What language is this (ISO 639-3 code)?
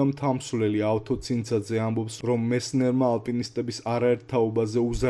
kat